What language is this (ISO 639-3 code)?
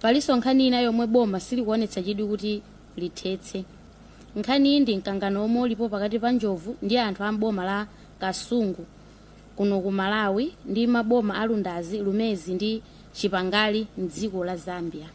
nya